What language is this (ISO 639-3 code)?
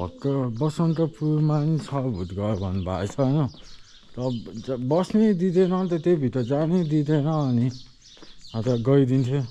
nep